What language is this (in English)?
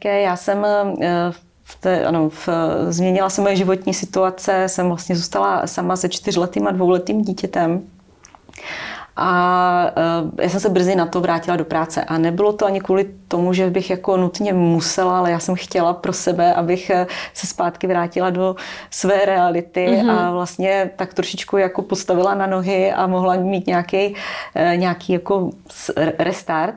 Czech